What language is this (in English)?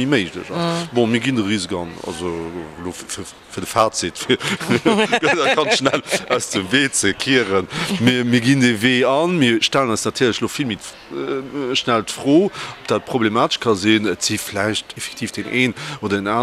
Luxembourgish